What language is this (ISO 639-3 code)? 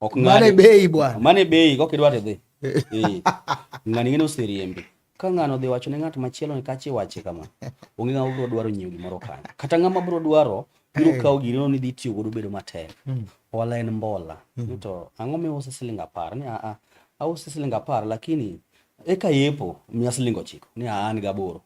luo